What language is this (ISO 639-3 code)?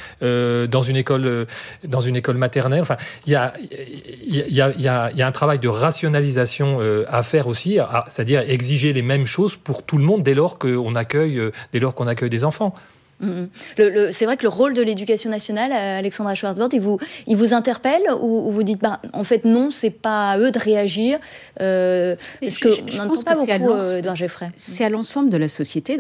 fra